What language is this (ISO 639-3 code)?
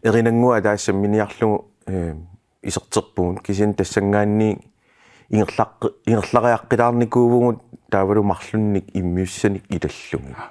kal